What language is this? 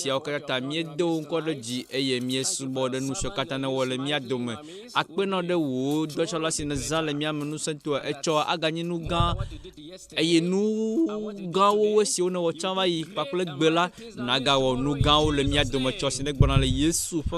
Ewe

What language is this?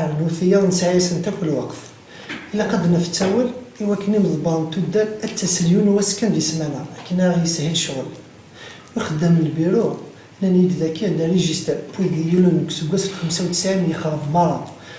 Kabyle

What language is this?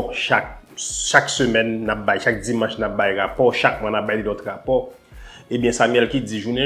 Haitian Creole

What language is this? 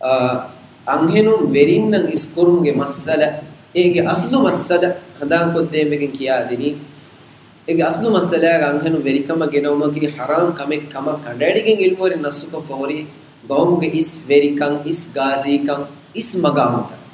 Divehi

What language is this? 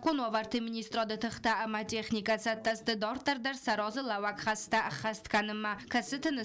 Ossetic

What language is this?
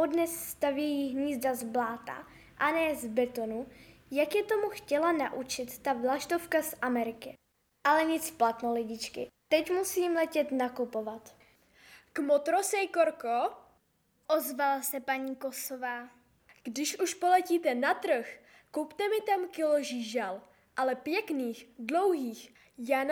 Czech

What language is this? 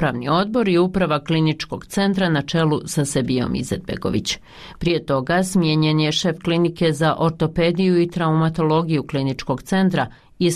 Bosnian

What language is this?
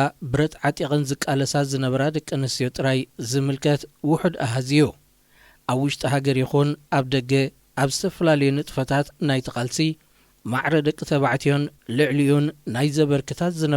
Tigrinya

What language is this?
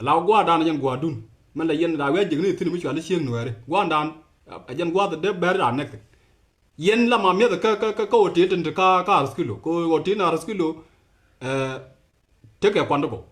Nuer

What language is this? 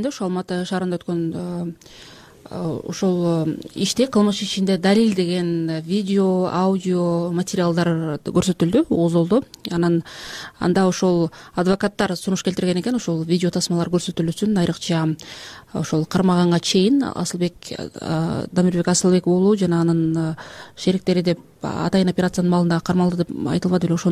Kyrgyz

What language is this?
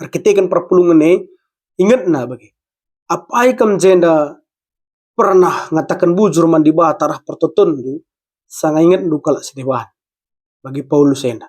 Batak Karo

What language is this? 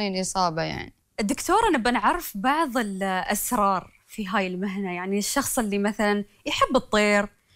Gulf Arabic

